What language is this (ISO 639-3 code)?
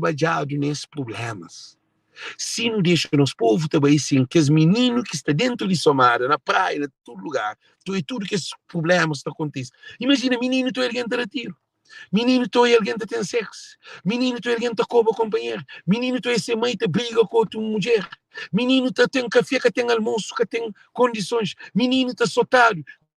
kea